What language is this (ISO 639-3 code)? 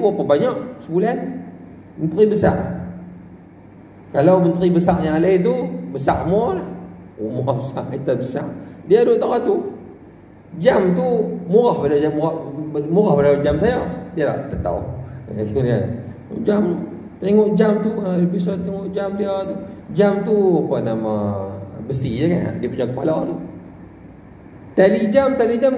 msa